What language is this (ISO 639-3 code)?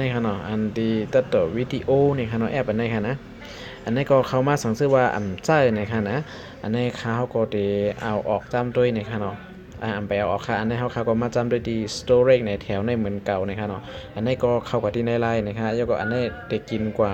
shn